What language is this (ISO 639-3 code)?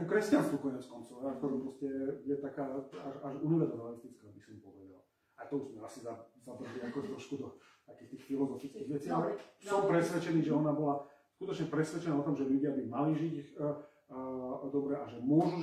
slk